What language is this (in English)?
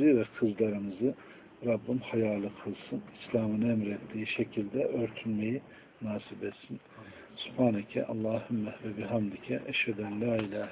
Turkish